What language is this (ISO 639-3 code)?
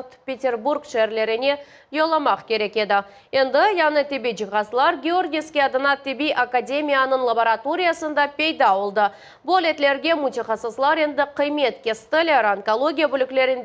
crh